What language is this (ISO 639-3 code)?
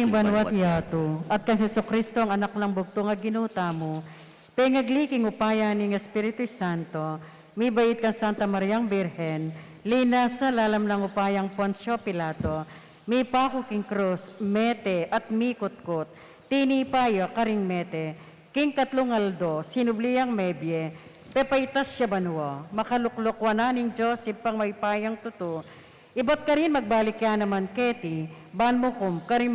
pam